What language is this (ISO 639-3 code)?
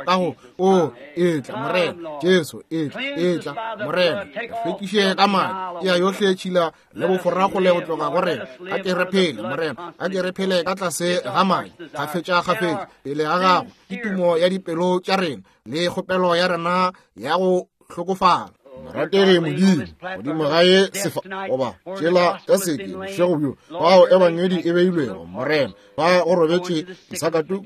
nso